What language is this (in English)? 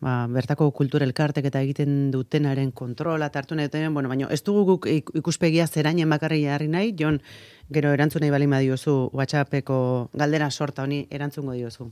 Basque